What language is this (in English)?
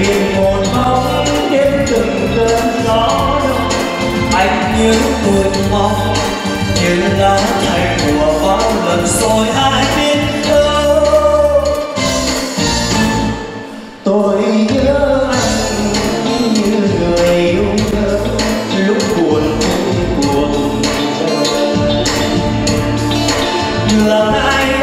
Vietnamese